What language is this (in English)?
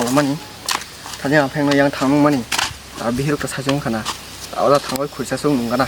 Kok Borok